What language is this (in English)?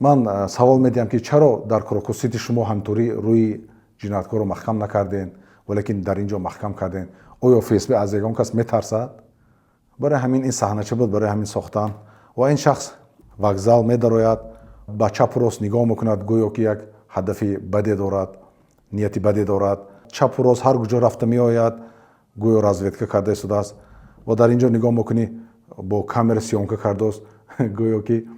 Tajik